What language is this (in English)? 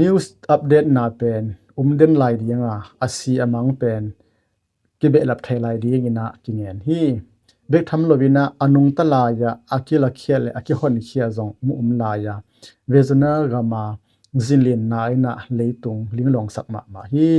Tedim Chin